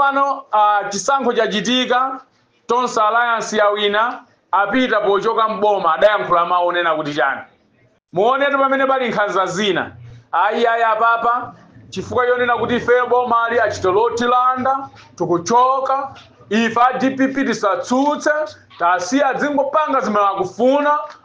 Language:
Nyanja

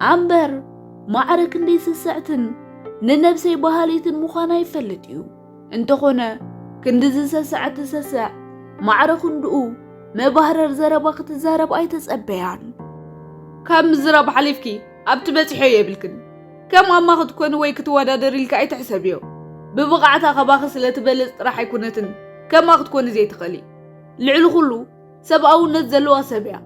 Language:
Tigrinya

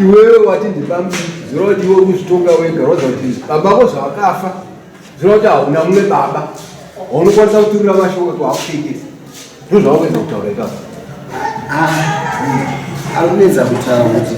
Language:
Shona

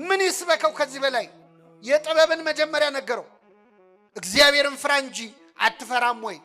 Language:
Amharic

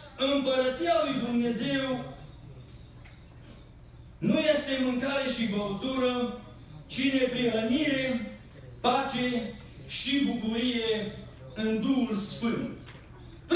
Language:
Romanian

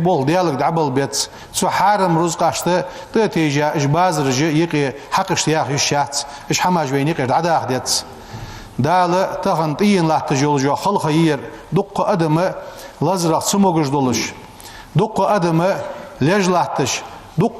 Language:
Ingush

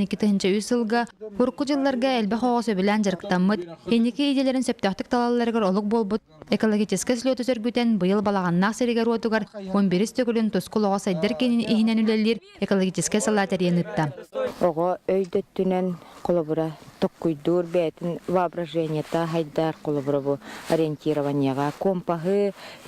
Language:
Yakut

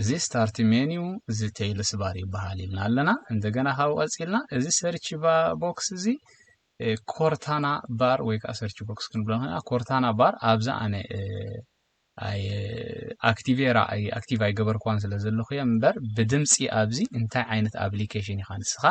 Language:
Tigrinya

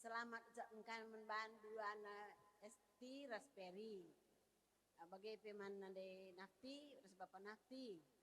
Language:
Batak Karo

